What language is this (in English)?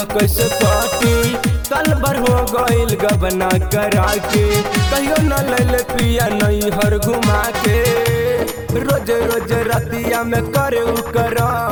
Bhojpuri